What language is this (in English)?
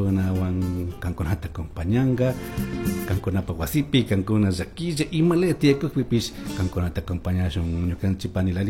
Chimborazo Highland Quichua